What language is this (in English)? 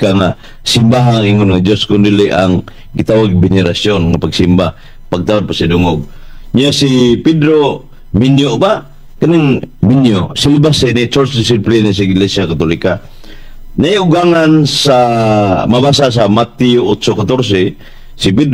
Cebuano